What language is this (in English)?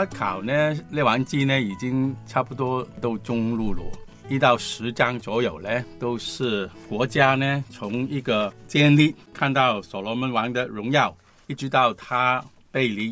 Chinese